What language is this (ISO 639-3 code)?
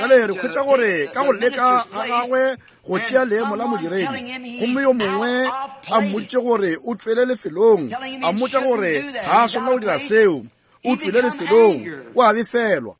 nso